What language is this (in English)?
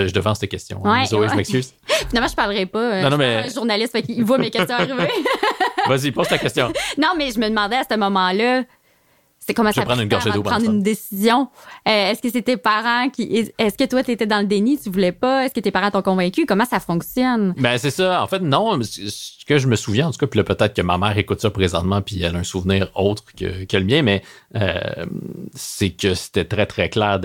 French